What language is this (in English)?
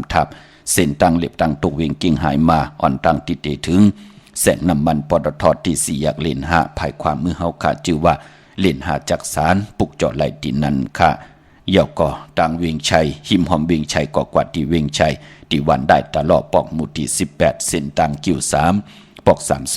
Shan